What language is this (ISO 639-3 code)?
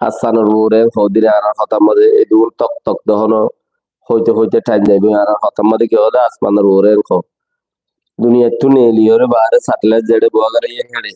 rhg